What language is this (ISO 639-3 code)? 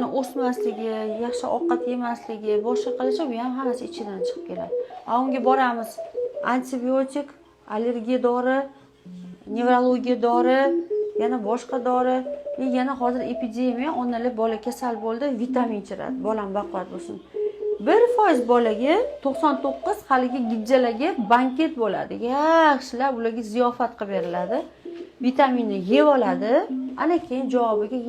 uzb